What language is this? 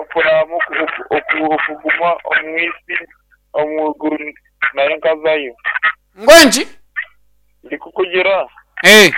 Nyankole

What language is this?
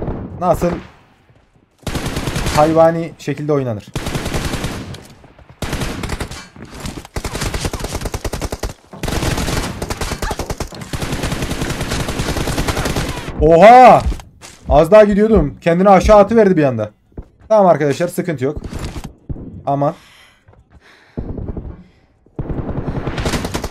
Turkish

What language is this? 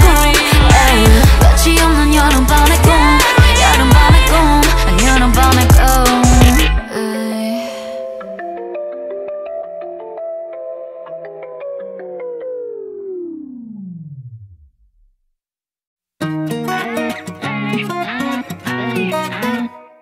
Korean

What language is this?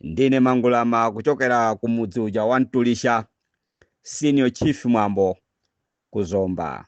Nyanja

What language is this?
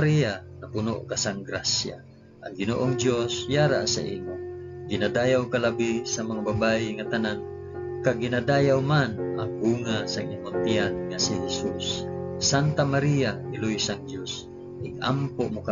Hiligaynon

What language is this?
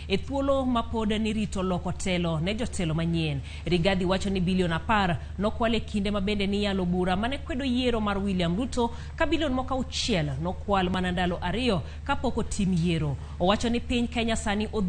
Luo (Kenya and Tanzania)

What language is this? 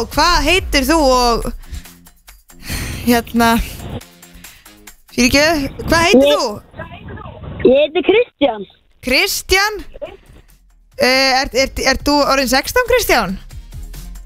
Icelandic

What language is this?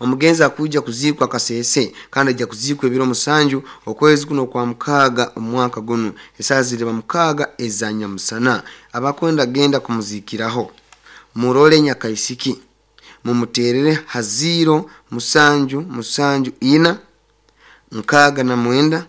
Nyankole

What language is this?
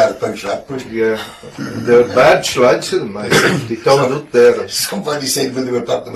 Scots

